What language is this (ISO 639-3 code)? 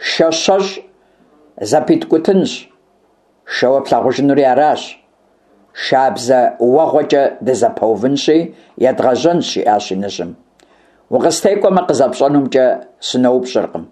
kbd